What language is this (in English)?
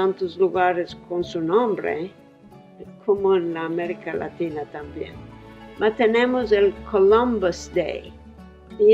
Ladino